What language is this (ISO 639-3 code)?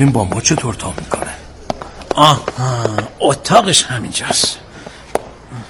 fas